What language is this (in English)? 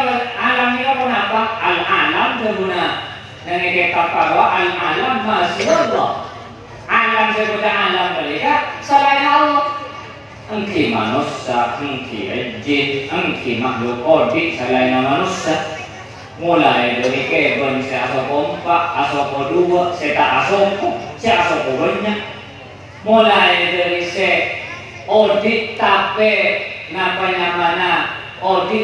Madurese